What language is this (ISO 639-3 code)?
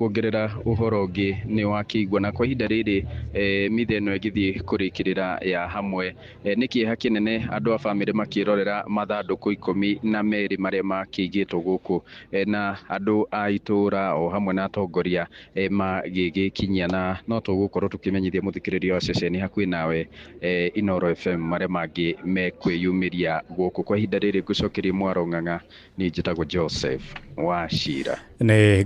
kik